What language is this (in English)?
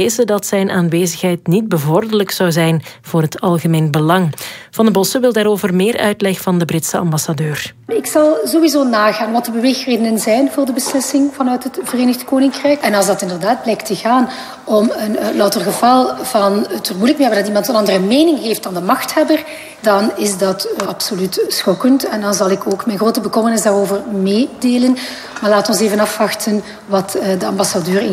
Dutch